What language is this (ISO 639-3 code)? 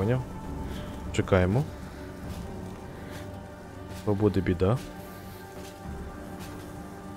ukr